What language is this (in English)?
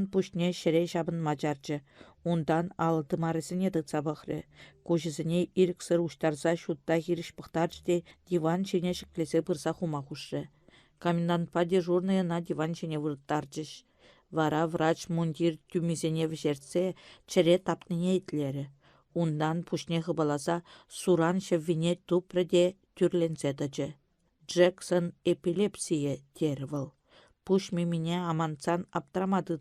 Chuvash